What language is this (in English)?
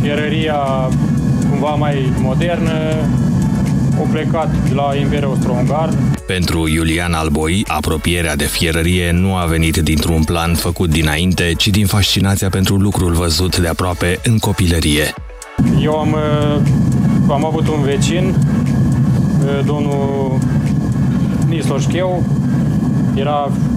Romanian